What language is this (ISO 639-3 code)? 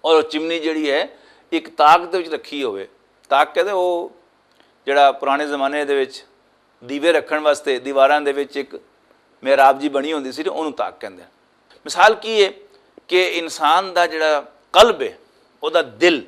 lah